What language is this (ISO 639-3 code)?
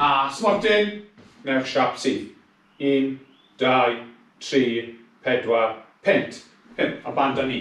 cym